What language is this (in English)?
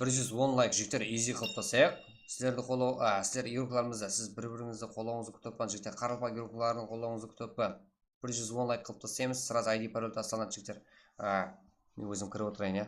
Kara-Kalpak